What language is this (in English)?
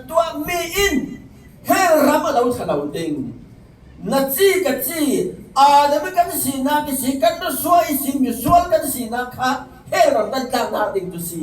Falam Chin